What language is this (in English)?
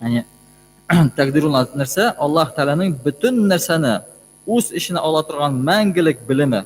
Tatar